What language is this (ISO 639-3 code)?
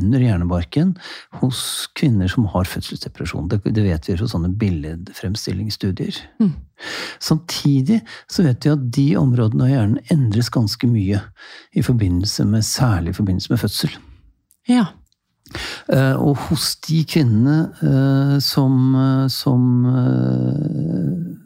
nor